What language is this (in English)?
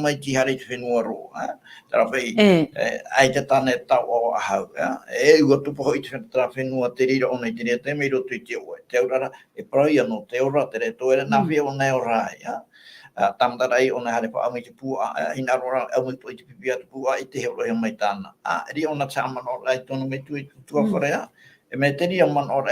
Tahitian